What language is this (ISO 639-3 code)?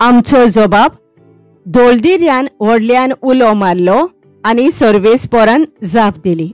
kok